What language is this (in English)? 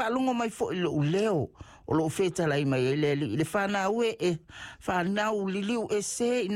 Samoan